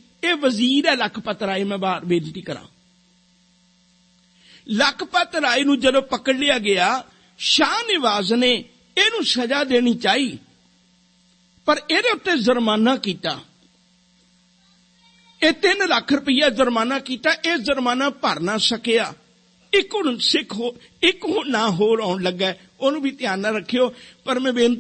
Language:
Punjabi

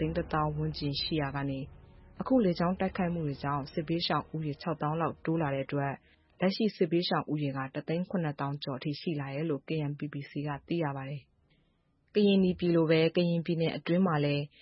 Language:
Burmese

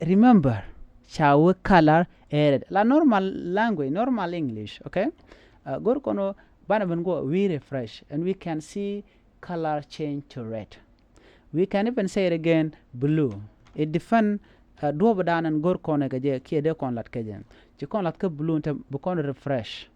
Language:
Nuer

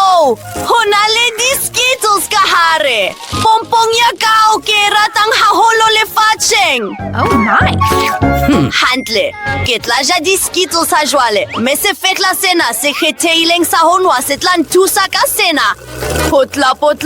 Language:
Southern Sotho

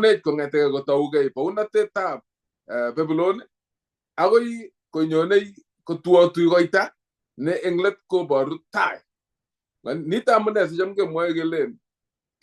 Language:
Kalenjin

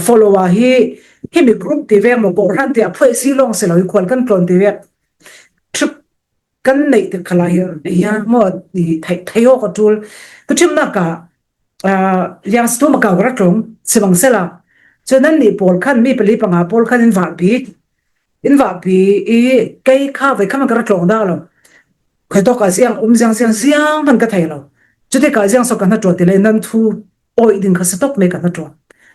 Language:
Falam Chin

